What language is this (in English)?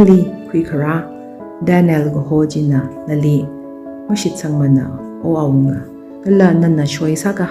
Tangkhul Naga (India)